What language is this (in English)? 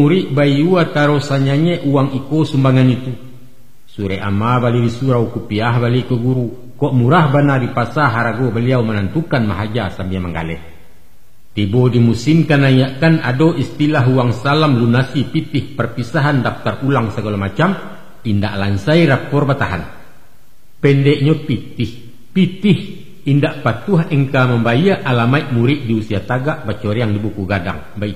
Minangkabau